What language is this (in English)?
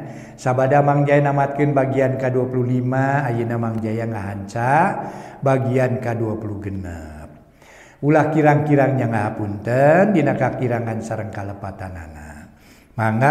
Sundanese